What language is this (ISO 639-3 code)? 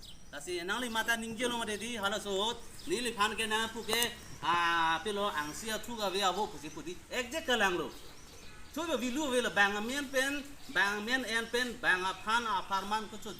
mjw